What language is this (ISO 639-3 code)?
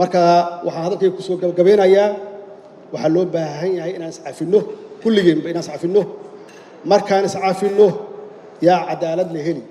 som